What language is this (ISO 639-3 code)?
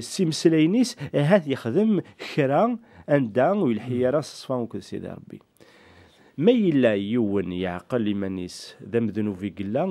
kab